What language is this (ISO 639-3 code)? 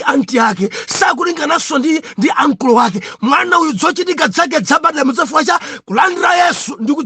nya